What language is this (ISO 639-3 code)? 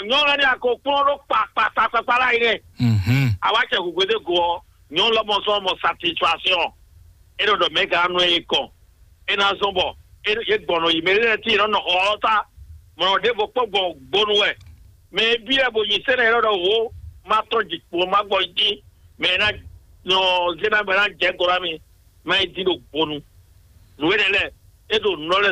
fon